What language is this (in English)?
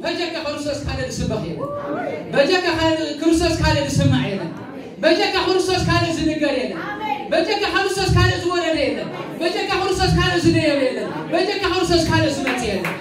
Tigrinya